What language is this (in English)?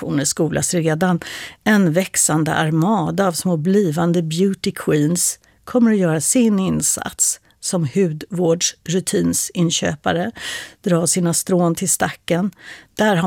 Swedish